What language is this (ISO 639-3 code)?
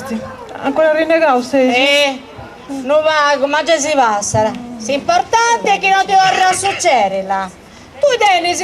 srd